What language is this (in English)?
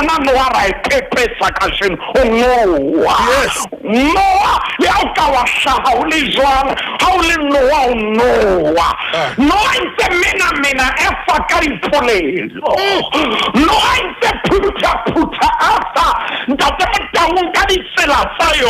Southern Sotho